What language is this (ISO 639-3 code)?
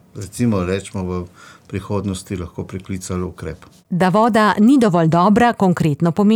slv